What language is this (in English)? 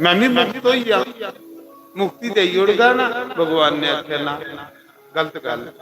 Dogri